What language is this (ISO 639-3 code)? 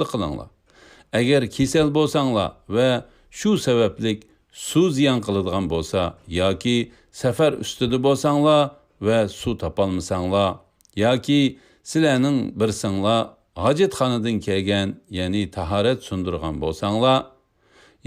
uig